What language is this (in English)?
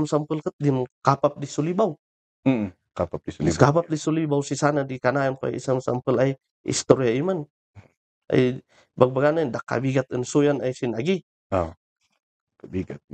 Kankanaey